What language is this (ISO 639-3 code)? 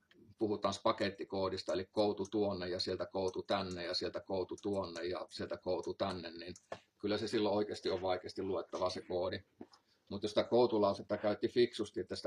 fin